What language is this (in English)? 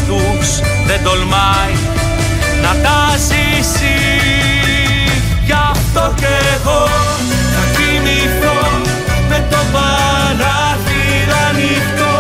Greek